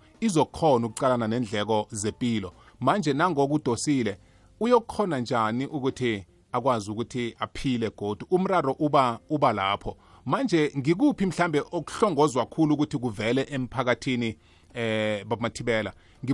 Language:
South Ndebele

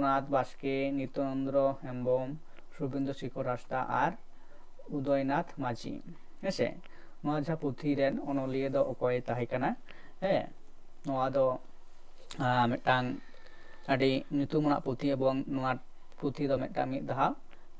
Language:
Santali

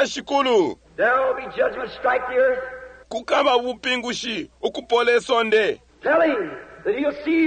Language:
Bemba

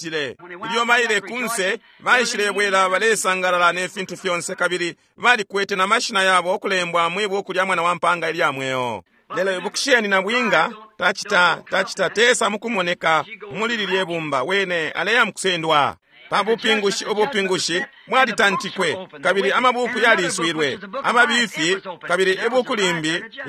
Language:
Bemba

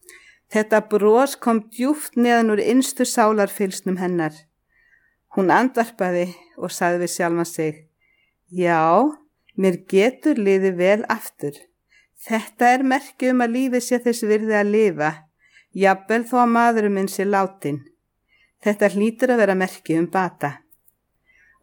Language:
Icelandic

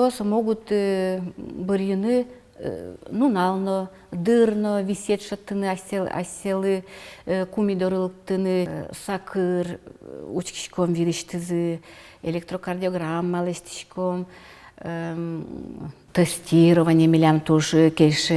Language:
Udmurt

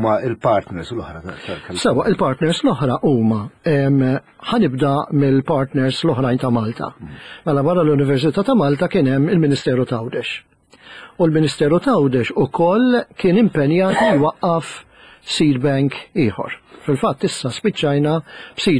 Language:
Maltese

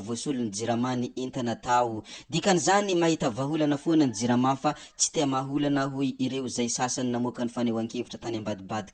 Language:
Malagasy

